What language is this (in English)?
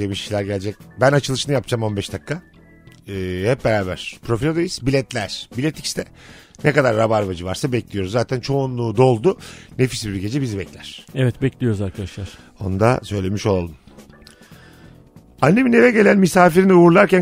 Turkish